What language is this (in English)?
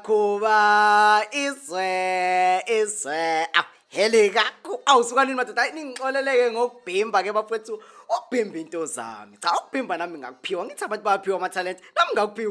Zulu